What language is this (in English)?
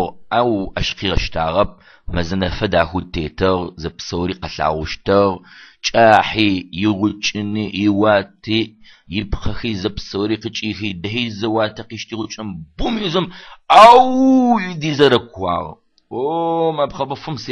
Adyghe